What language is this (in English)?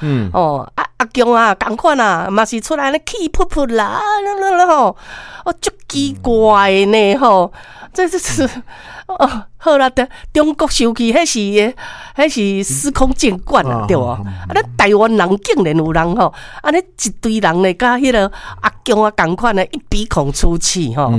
Min Nan Chinese